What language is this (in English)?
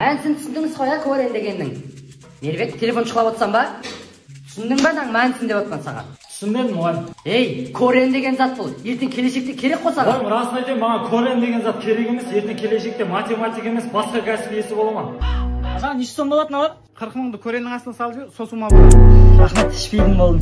Kara-Kalpak